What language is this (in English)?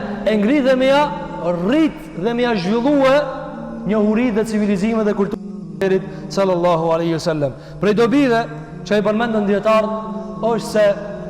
Albanian